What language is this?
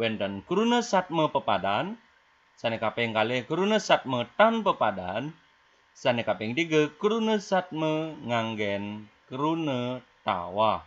Balinese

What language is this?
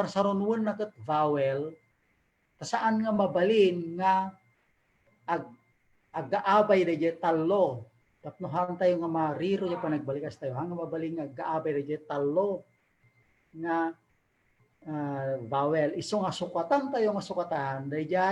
Iloko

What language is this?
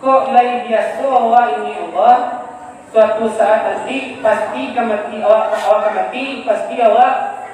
Minangkabau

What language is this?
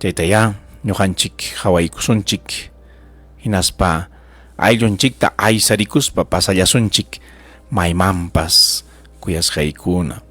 Ayacucho Quechua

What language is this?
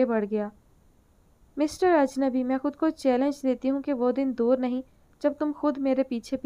Urdu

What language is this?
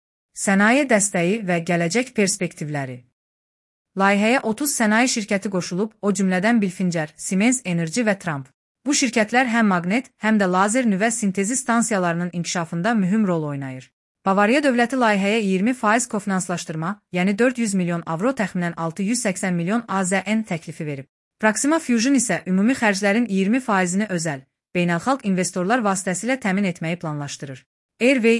Azerbaijani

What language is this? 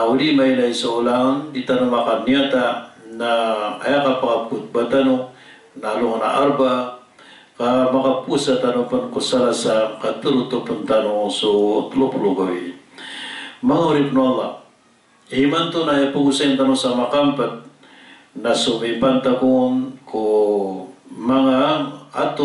Maranao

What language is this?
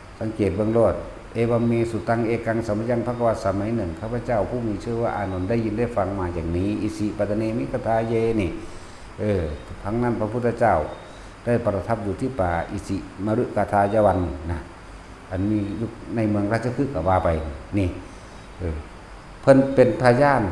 Northeastern Thai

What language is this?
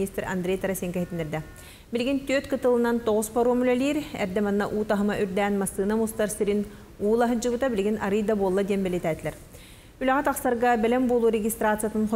Yakut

